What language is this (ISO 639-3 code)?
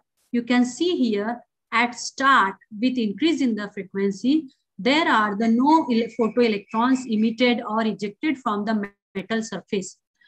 eng